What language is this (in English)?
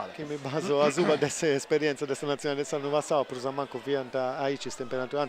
Sardinian